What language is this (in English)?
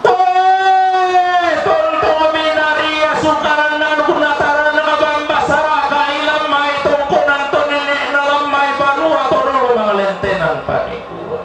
Toraja-Sa'dan